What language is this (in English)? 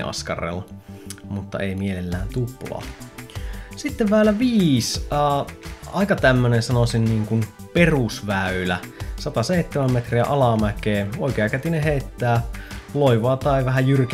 Finnish